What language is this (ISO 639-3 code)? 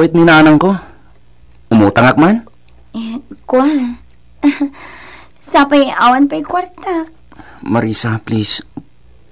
ilo